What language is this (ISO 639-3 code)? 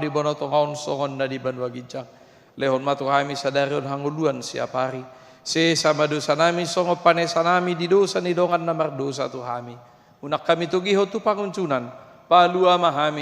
bbc